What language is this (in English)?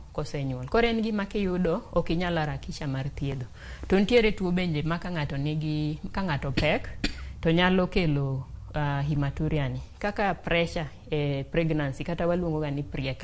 Luo (Kenya and Tanzania)